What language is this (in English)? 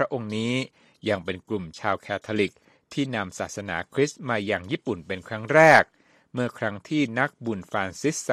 Thai